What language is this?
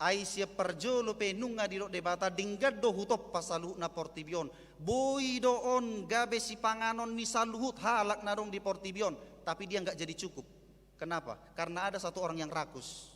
Batak Toba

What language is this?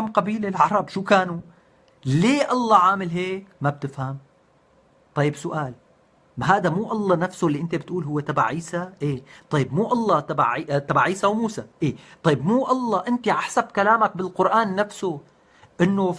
North Levantine Arabic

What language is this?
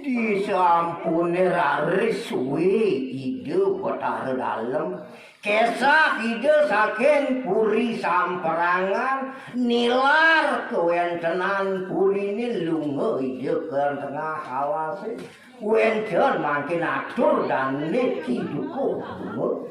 Balinese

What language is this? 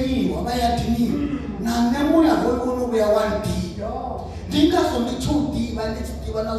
Venda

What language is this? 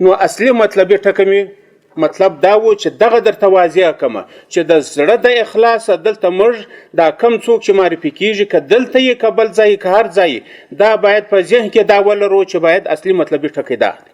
Pashto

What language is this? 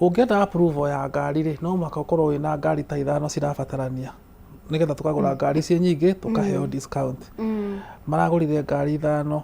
Kikuyu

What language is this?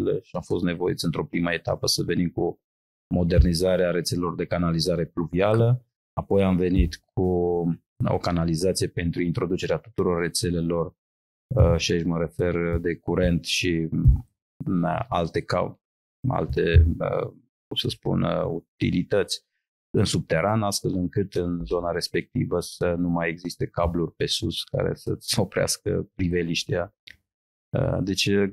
Romanian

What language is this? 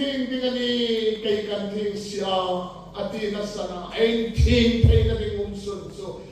Hmar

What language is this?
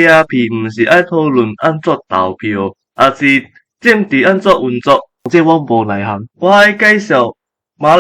Min Nan Chinese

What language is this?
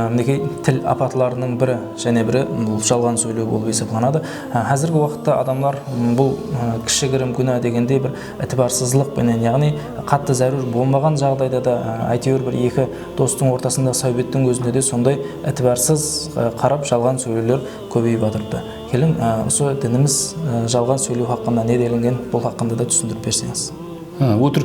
Kara-Kalpak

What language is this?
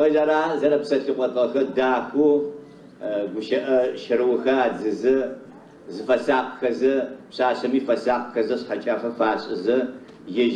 Adyghe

